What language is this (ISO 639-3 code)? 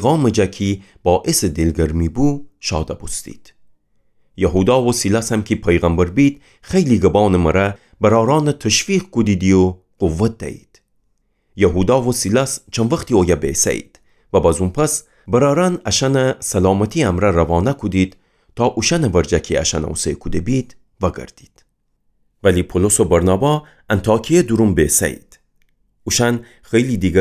glk